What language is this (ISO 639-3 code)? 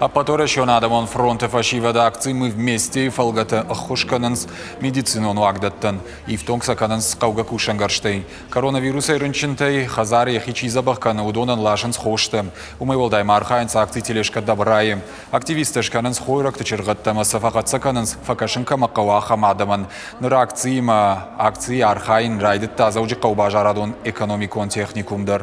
oss